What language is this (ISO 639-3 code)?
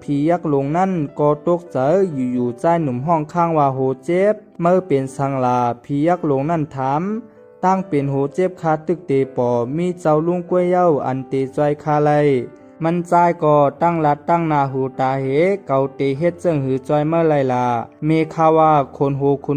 shn